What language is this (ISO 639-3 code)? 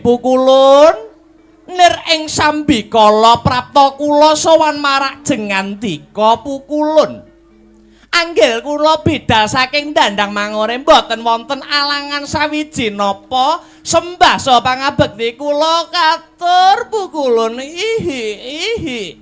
jav